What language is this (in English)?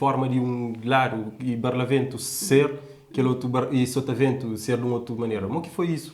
Kabuverdianu